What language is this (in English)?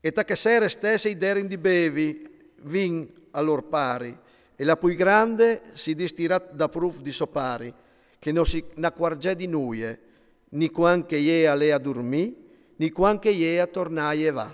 Friulian